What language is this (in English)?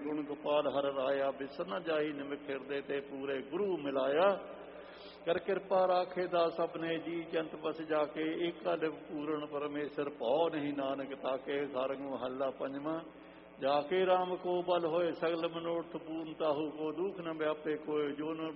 Punjabi